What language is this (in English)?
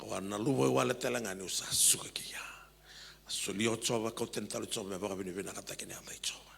Fijian